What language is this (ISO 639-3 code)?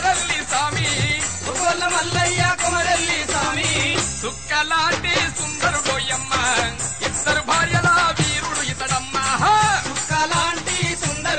tel